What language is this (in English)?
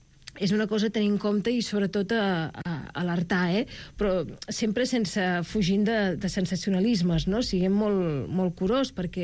Catalan